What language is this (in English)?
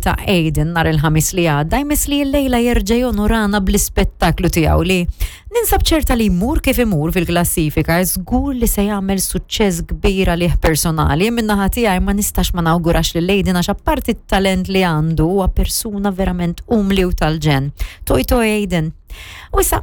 Maltese